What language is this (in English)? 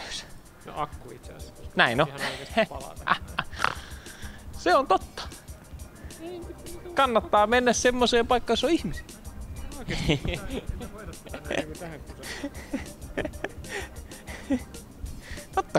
Finnish